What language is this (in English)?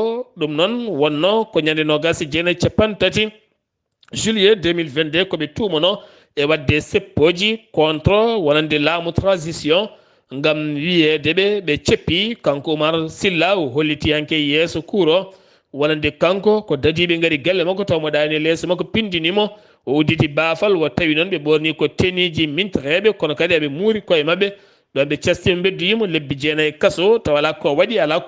Fula